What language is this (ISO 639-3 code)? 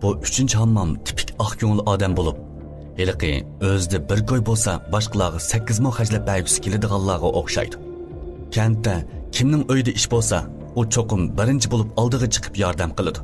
uig